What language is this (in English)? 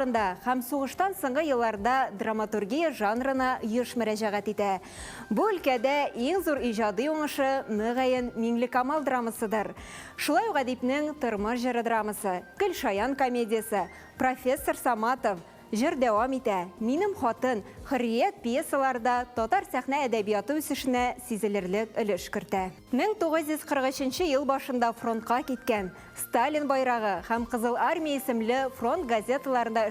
Tatar